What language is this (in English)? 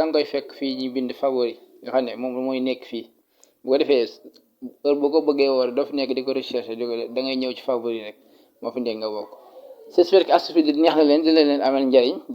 Wolof